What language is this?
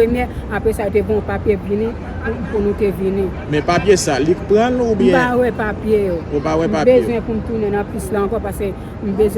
Haitian Creole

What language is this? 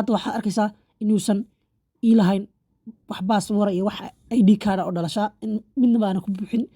Somali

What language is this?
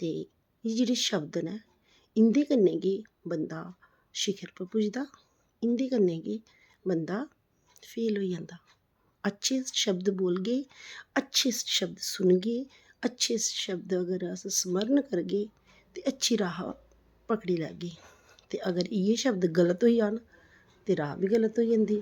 Dogri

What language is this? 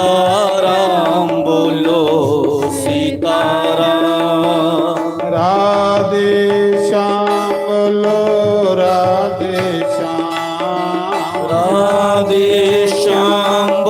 Dogri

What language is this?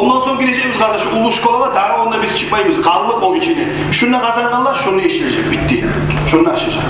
Kumyk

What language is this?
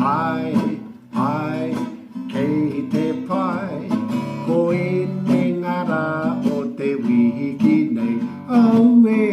Māori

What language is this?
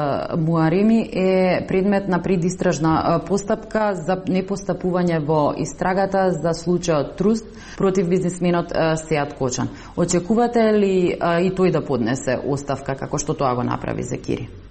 Macedonian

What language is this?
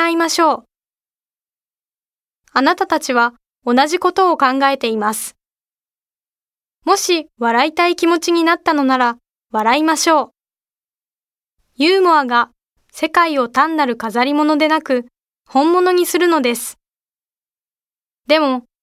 Japanese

